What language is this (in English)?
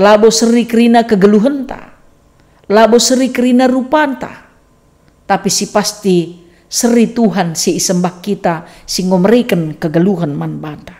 Batak Karo